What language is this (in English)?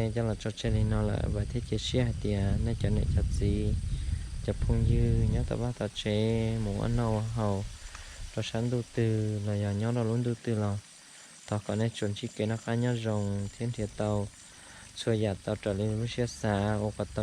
Hmong